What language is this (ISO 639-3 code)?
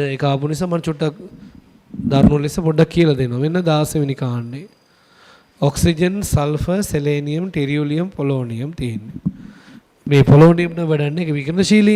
sin